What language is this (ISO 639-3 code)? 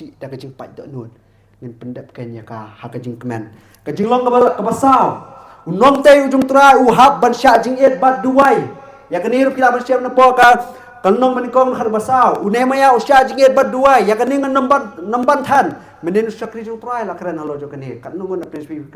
kha